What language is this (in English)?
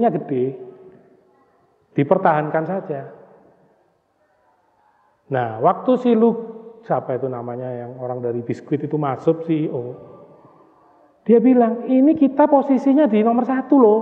Indonesian